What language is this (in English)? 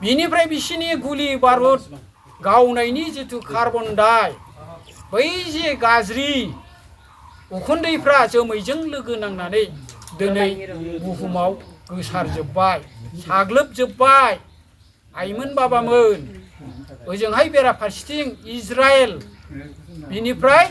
Bodo